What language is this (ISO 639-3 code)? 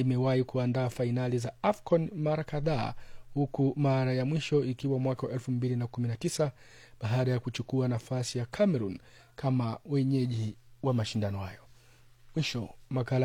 swa